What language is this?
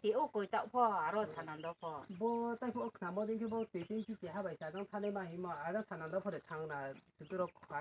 Riang (India)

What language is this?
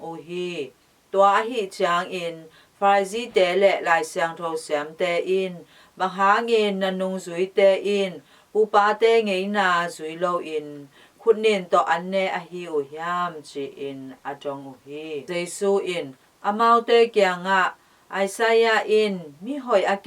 Tedim Chin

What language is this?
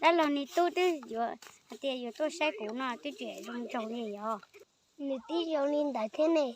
Hmong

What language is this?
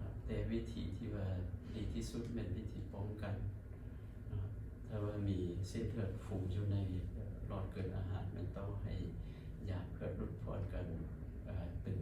Lao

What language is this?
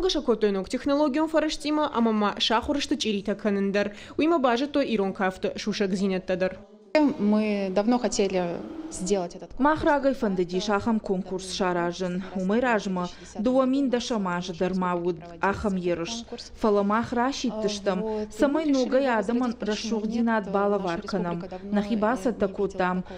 Ossetic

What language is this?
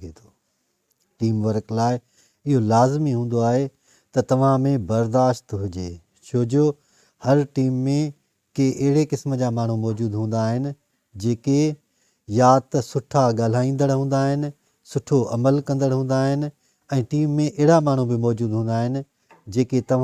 Sindhi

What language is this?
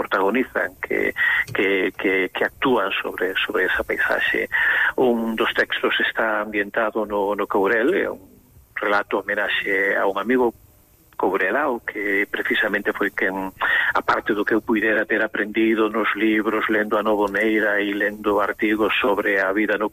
Galician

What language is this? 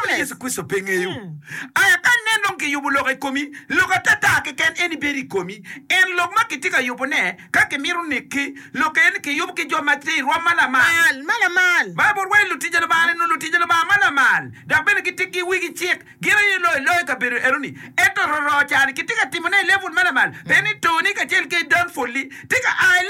Acoli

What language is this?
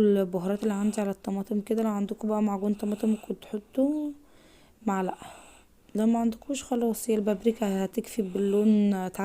Egyptian Arabic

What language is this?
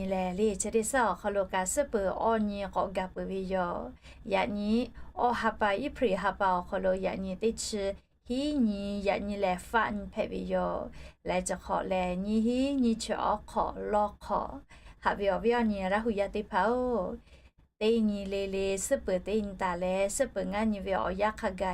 Lahu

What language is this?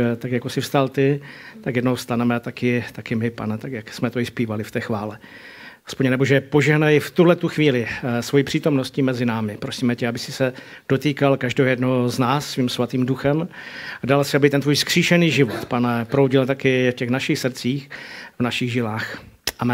Czech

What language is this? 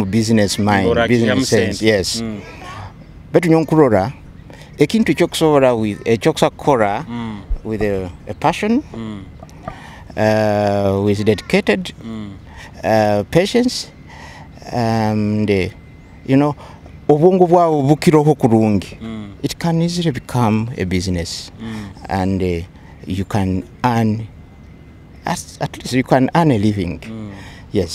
Nyoro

